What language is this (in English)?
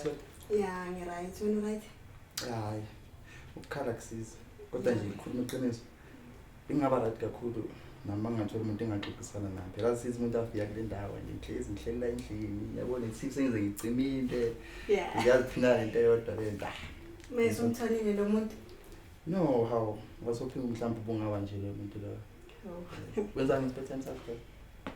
Zulu